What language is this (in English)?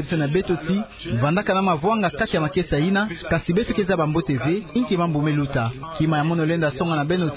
Kituba (Democratic Republic of Congo)